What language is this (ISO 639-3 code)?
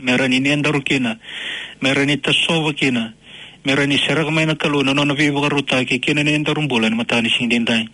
fij